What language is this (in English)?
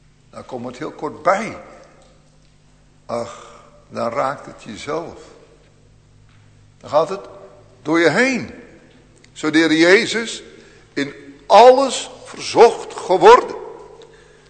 Dutch